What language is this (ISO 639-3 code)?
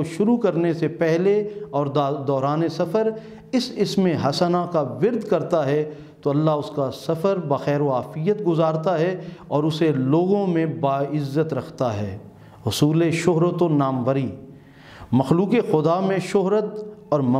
urd